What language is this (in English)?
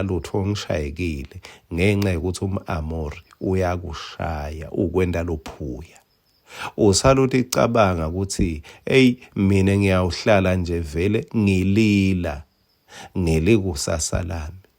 Swati